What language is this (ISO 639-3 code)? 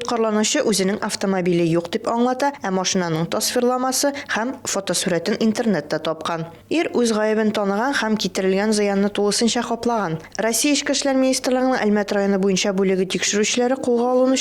tat